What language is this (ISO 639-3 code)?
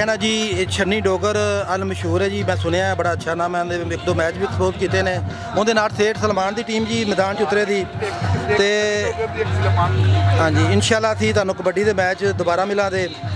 pan